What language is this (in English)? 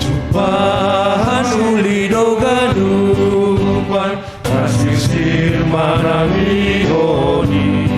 Batak Simalungun